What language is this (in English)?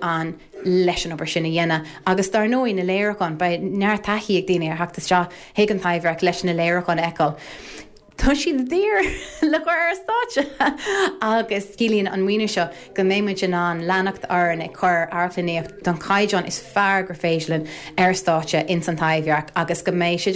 Irish